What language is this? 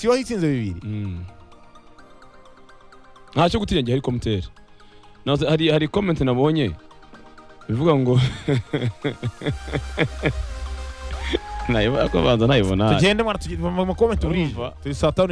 Kinyarwanda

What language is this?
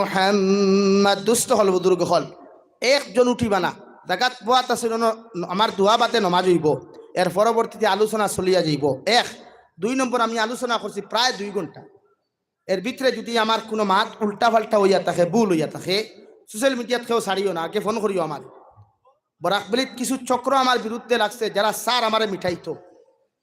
Sylheti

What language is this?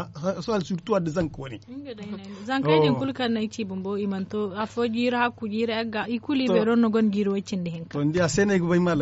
Zarma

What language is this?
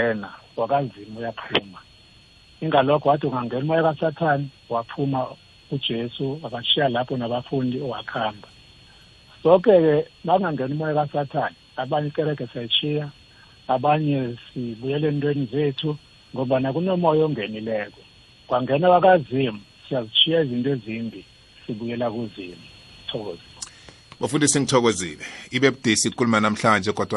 South Ndebele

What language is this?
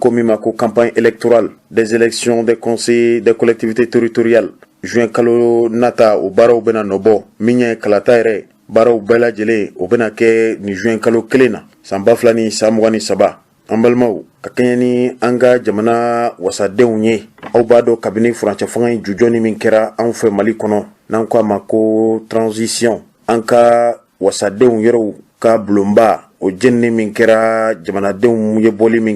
Bambara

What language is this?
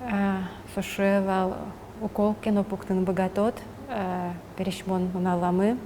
Udmurt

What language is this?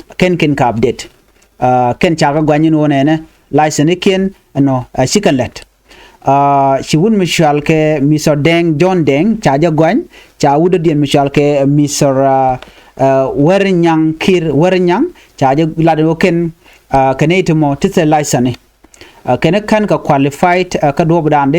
Nuer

